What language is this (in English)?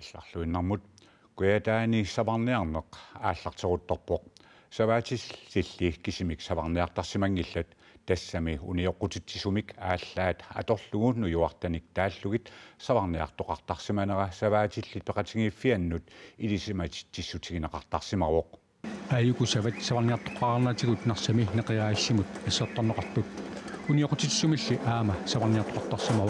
Kalaallisut